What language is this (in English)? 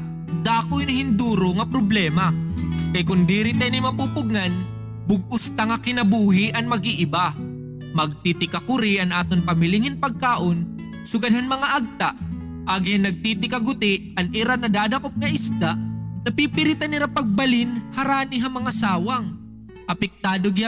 Waray